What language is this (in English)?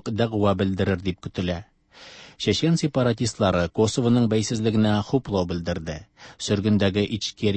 Tatar